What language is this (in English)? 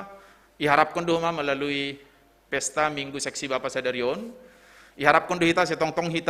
Batak Simalungun